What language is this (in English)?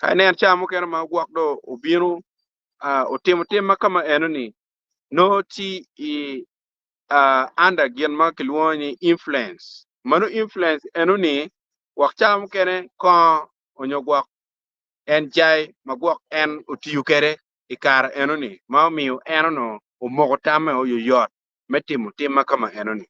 Acoli